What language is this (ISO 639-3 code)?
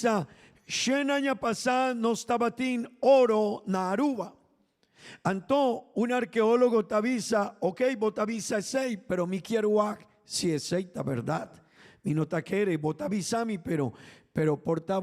pap